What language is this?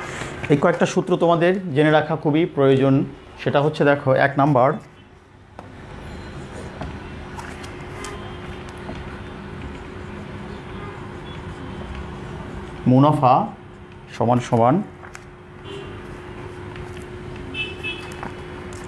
Bangla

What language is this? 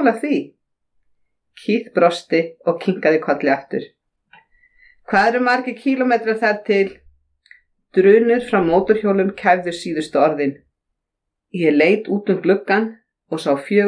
Icelandic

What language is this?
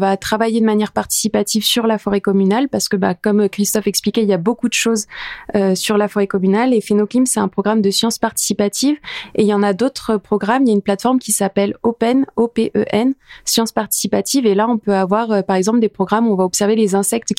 French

